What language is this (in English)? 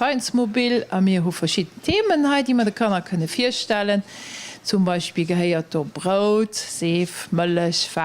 Luxembourgish